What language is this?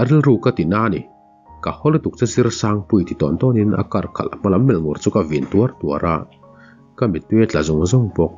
Mizo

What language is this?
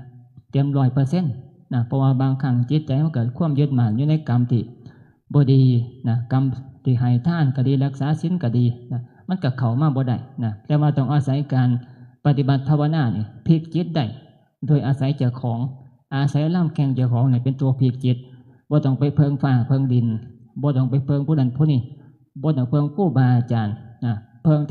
Northeastern Thai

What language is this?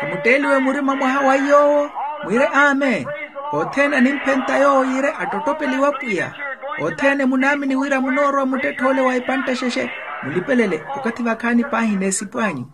Makhuwa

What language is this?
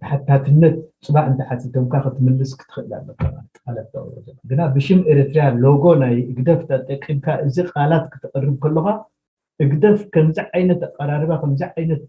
Tigrinya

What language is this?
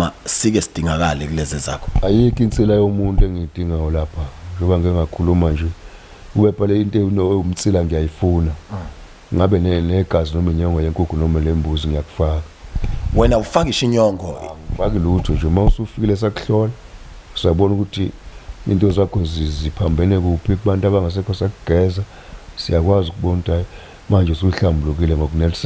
Zulu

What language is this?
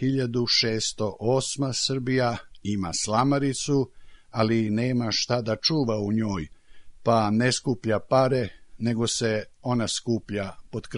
Serbian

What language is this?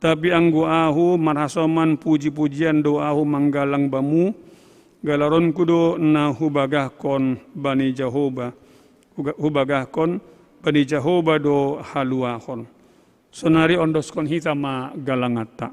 Batak Simalungun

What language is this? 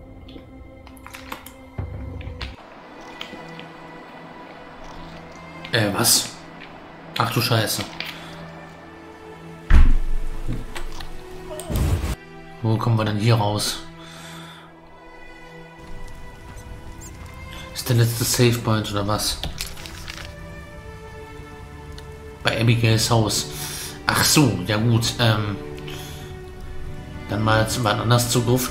German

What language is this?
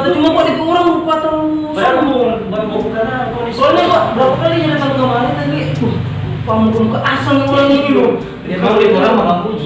Manado Malay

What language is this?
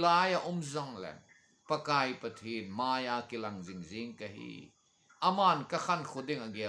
Thado Chin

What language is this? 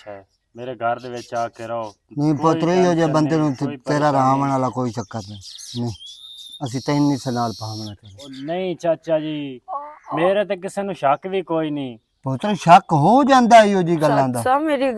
Western Panjabi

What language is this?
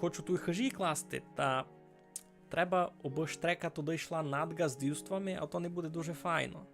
Rusyn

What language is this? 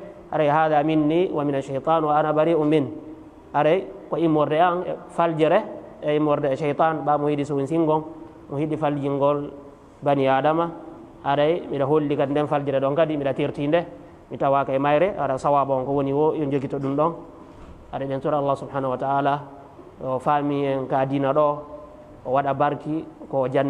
Fula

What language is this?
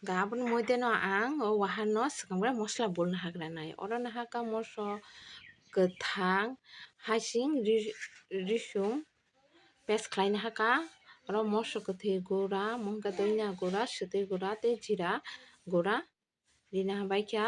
Kok Borok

